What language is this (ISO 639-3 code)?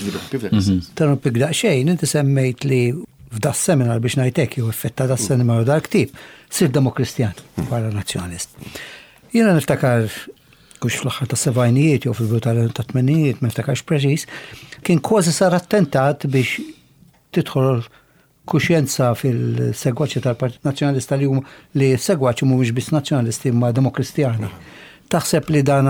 mlt